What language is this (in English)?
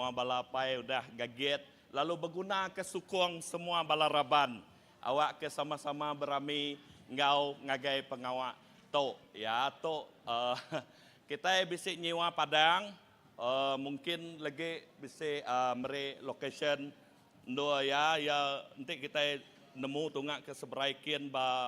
Iban